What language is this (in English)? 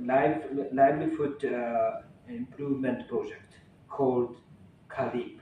Tetum